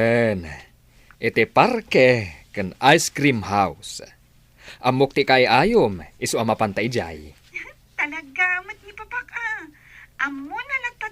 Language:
Iloko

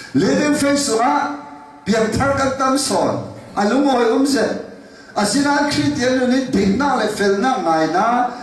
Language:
Falam Chin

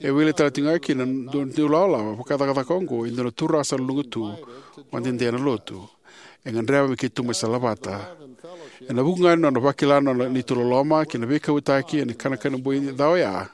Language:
Fijian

